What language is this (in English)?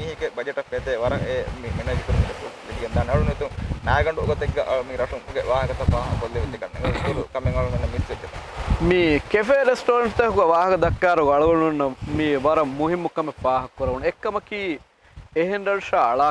Divehi